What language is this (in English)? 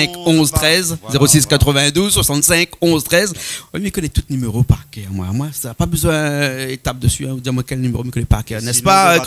Réunion Creole French